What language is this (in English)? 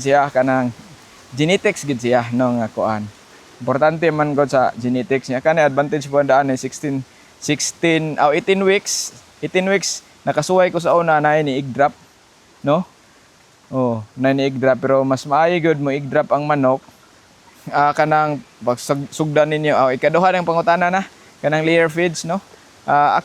Cebuano